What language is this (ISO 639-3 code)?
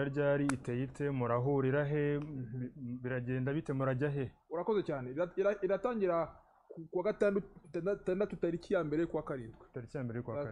kin